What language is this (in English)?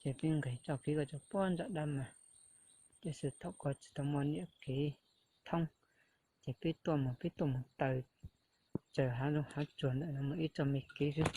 Hmong